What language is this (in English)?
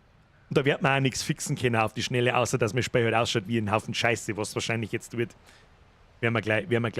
Bavarian